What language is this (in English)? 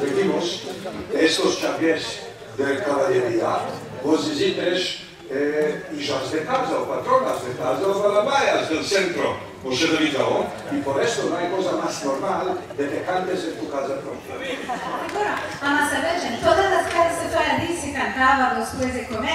Ladino